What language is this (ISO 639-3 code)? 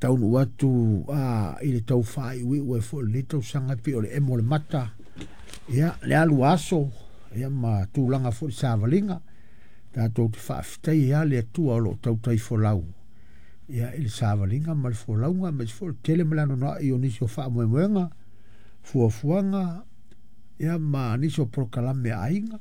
smo